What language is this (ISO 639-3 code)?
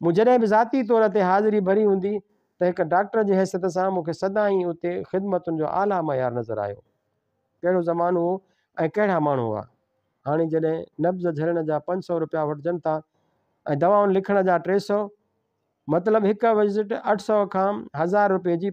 snd